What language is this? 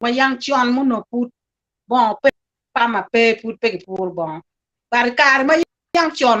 Acoli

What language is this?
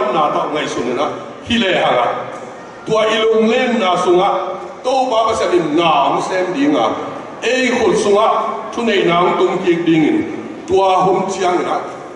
Tedim Chin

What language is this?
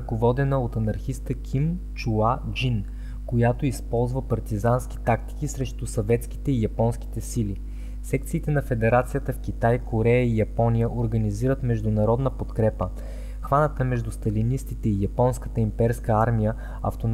Bulgarian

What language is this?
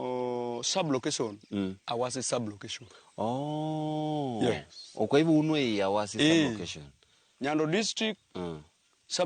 Luo (Kenya and Tanzania)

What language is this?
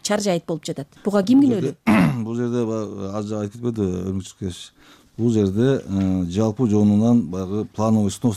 Kyrgyz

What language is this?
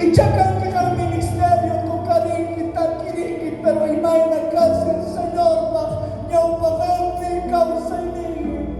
South Bolivian Quechua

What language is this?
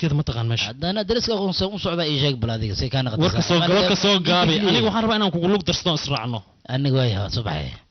Somali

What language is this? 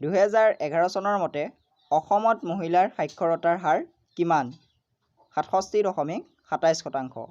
Assamese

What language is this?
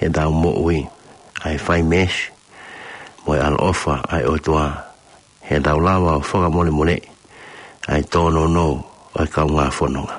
Tongan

